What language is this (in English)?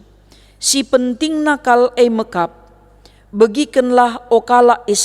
Batak Karo